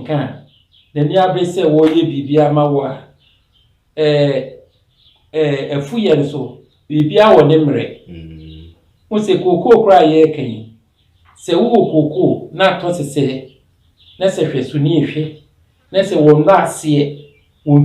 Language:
Akan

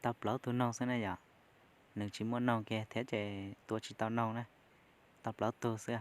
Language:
Hmong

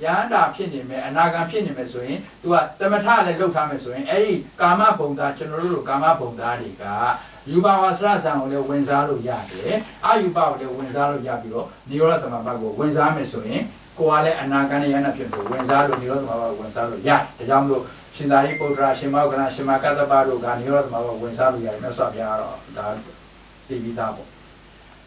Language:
Burmese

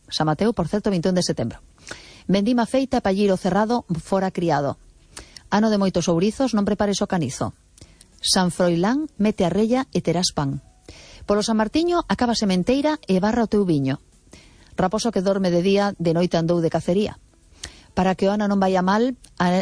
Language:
Galician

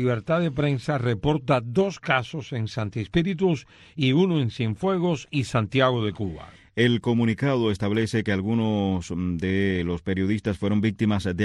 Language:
Spanish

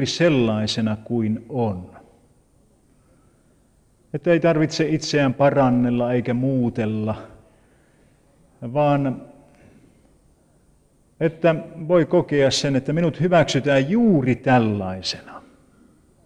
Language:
Finnish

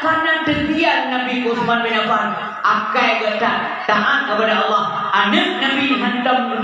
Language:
Achinese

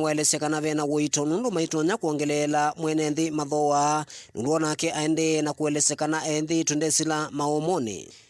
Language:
Kamba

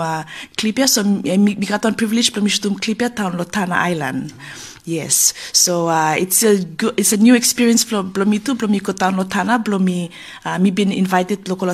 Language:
Bislama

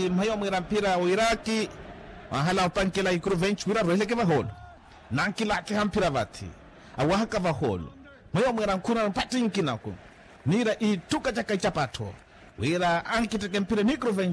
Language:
Makhuwa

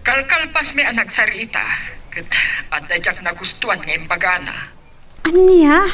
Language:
Iloko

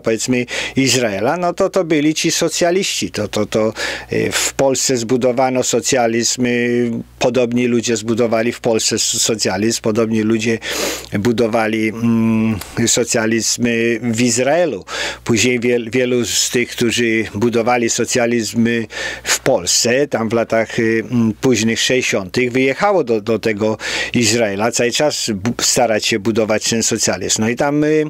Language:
Polish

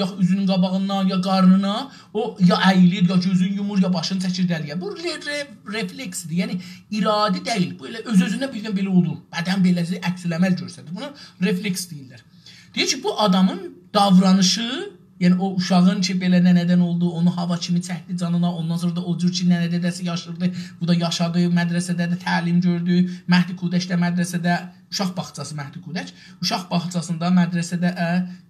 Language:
South Azerbaijani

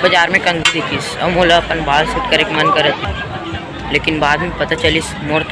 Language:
Chhattisgarhi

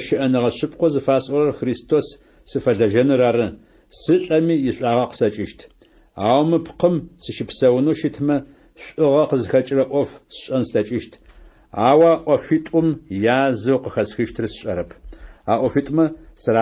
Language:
Adyghe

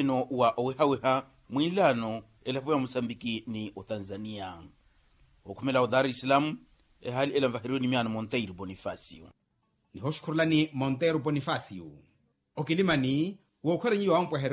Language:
Makhuwa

